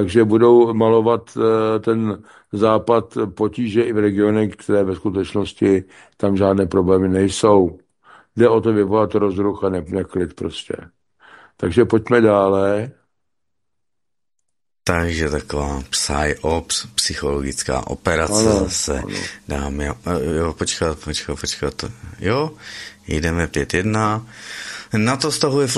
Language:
Czech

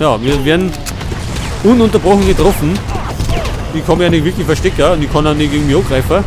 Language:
Bavarian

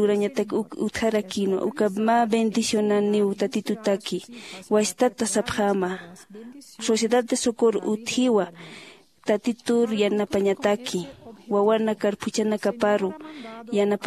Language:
Aymara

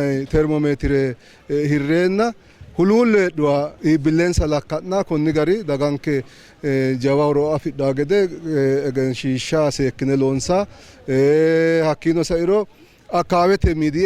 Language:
Sidamo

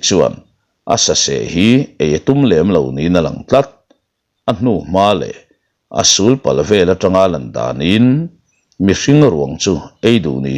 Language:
Mizo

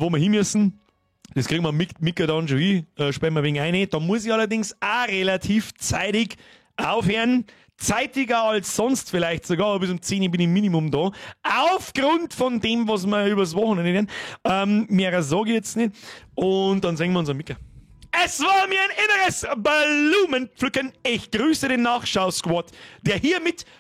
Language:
Bavarian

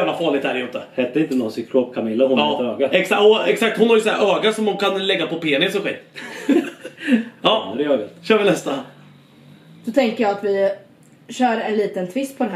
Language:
Swedish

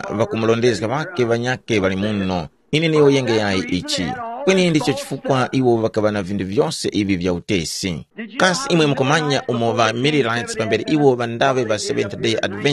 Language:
Tumbuka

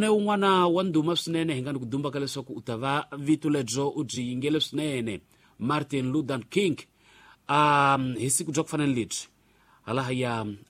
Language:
Tsonga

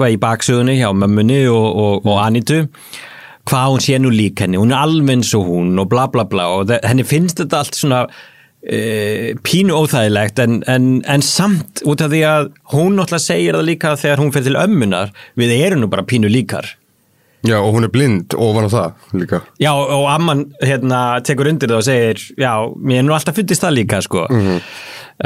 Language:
Icelandic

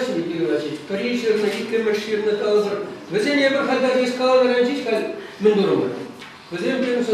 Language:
Chuvash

